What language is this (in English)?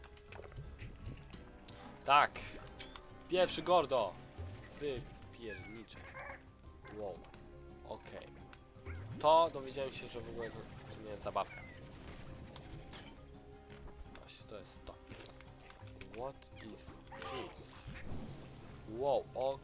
Polish